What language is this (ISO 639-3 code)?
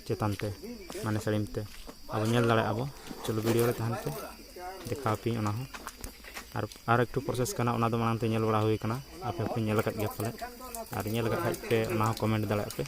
sat